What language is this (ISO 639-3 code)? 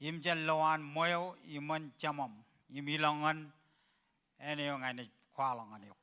mah